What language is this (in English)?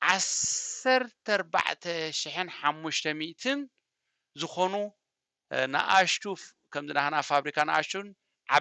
Tigrinya